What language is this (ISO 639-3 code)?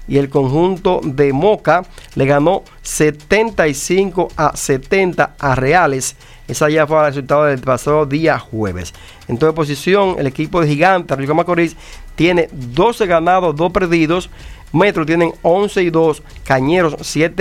spa